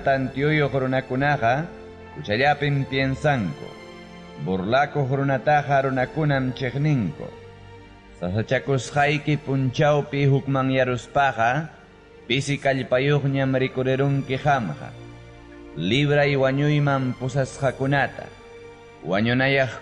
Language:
Ayacucho Quechua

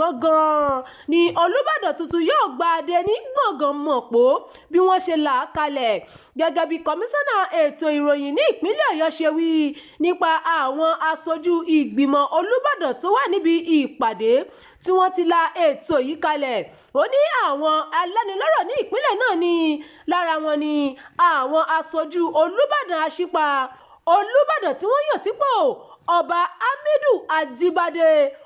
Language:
Yoruba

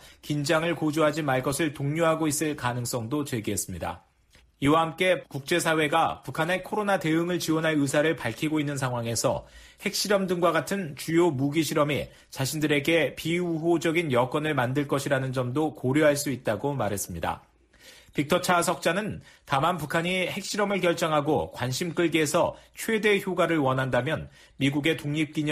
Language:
Korean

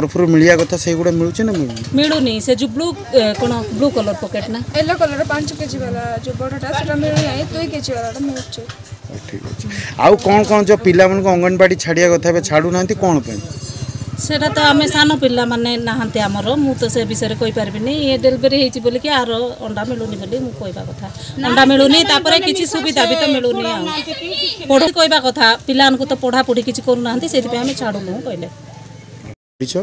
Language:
Odia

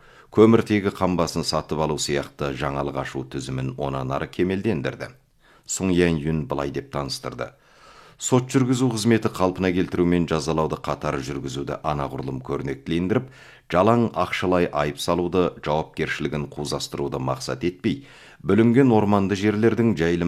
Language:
Kazakh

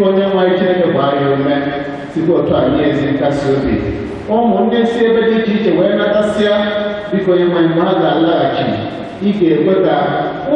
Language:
Igbo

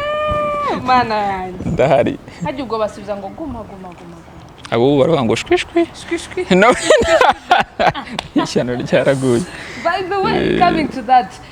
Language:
Kinyarwanda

